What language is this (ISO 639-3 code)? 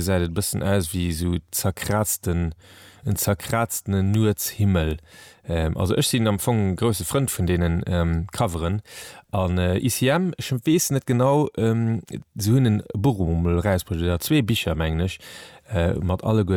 ltz